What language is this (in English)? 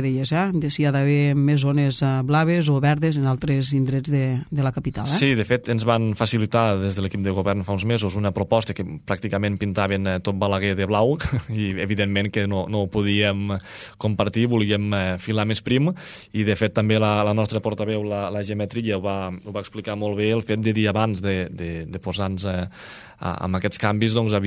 Catalan